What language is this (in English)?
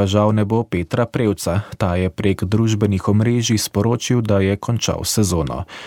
Slovenian